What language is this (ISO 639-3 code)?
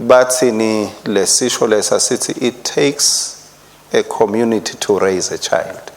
ssw